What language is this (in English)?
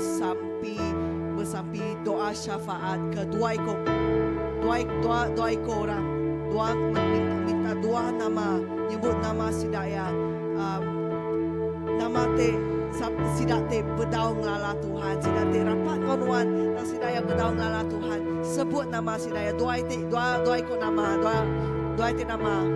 Iban